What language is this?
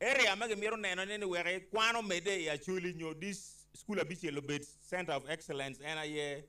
Acoli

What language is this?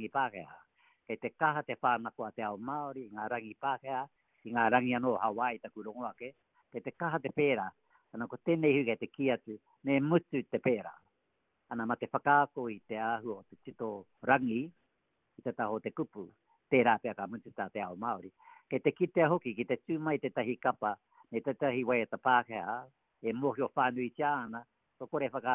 Māori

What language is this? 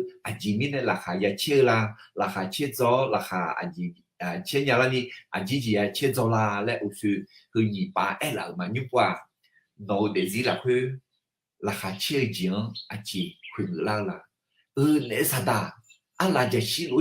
Akha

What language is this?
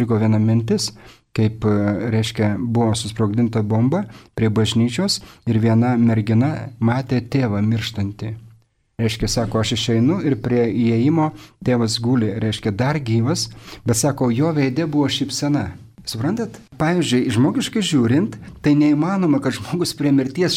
Lithuanian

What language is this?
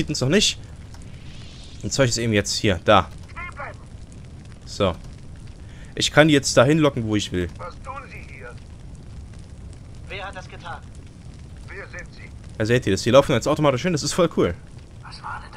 German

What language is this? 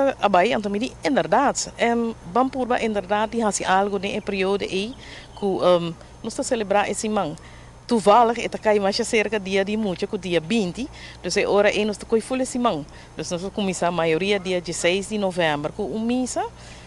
Papiamento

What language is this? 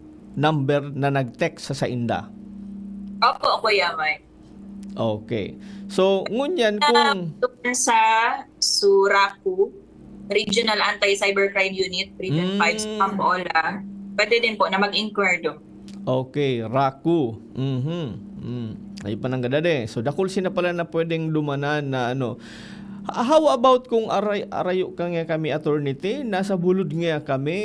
Bikol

